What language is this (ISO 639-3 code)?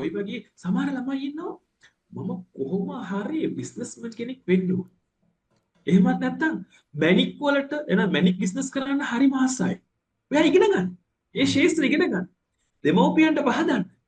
sin